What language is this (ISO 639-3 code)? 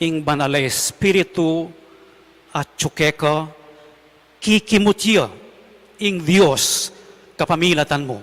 pam